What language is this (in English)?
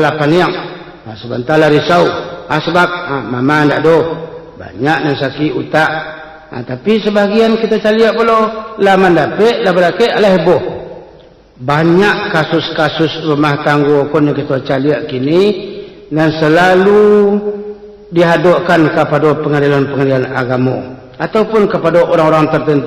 Minangkabau